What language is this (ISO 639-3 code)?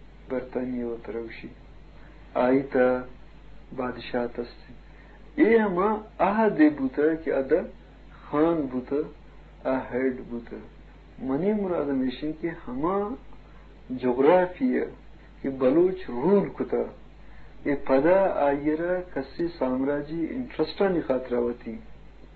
bgp